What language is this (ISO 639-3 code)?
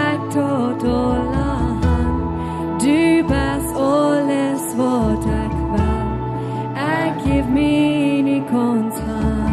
pdt